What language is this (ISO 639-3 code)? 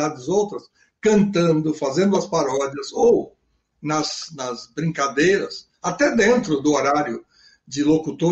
por